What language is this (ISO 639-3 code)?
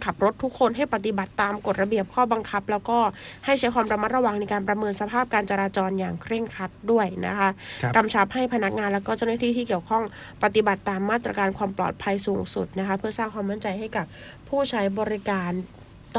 tha